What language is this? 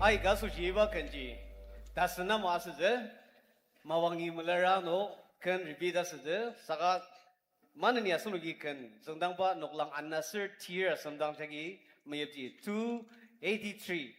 Ao Naga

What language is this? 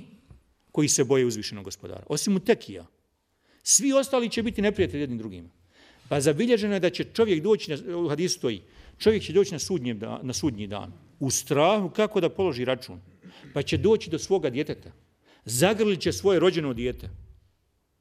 Bosnian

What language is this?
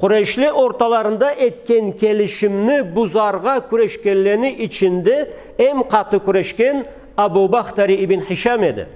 Karachay-Balkar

